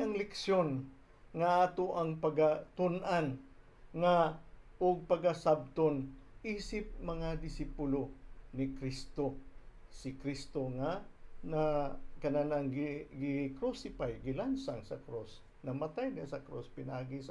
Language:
Cebuano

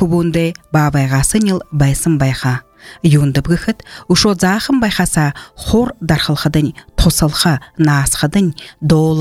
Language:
Buriat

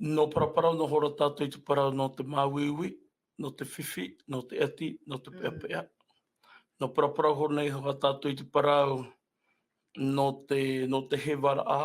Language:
Tahitian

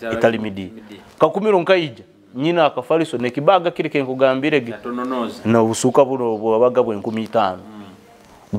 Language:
Nyoro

